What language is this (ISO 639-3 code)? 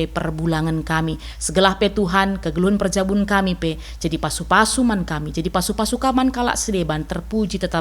btx